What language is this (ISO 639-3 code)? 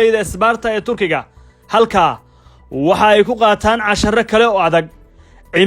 som